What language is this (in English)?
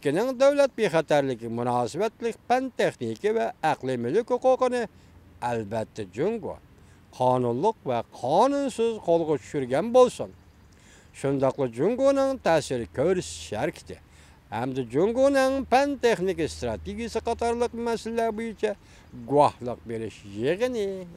Uyghur